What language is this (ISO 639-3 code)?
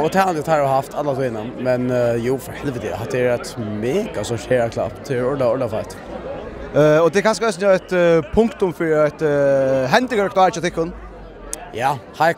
fao